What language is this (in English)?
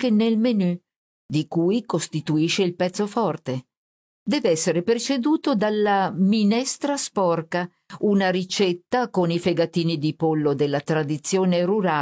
Italian